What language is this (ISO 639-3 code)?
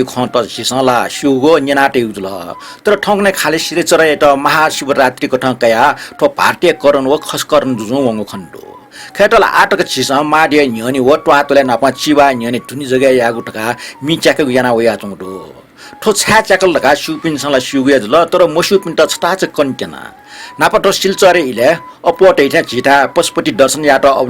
new